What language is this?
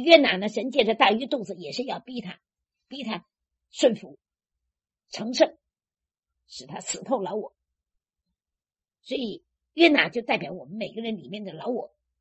Chinese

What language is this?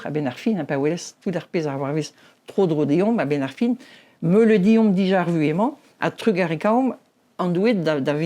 Breton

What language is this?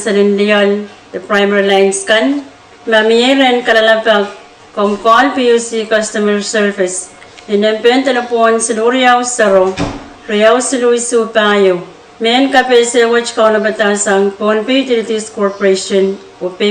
Pohnpeian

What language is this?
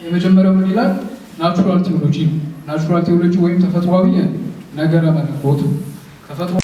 Amharic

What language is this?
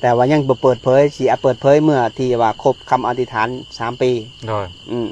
Lao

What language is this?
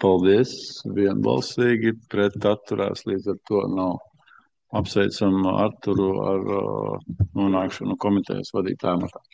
Latvian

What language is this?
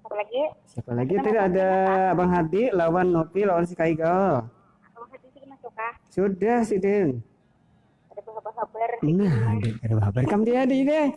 Banjar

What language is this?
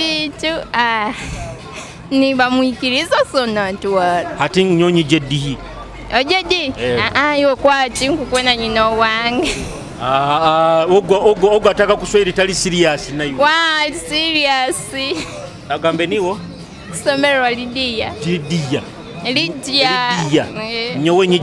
Nyoro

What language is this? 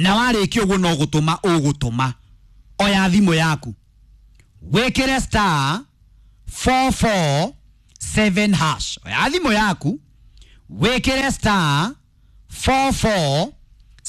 Kikuyu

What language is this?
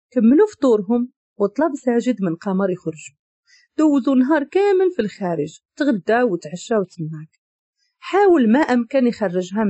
Moroccan Arabic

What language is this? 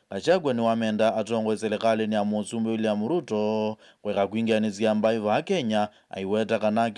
Kamba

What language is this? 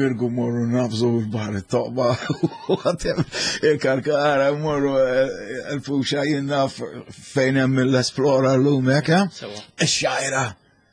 Maltese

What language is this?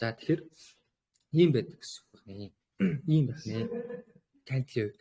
Mongolian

